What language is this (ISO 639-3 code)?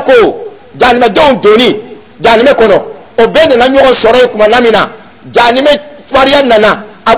dyu